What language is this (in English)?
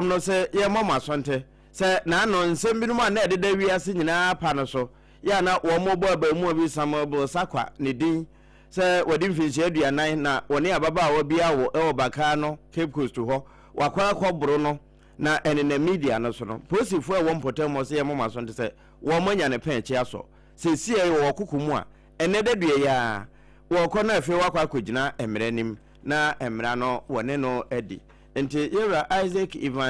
Akan